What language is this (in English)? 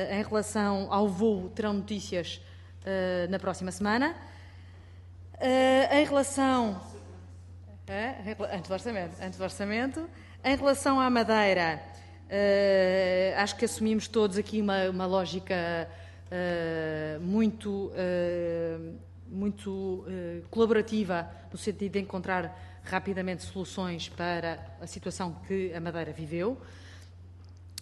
Portuguese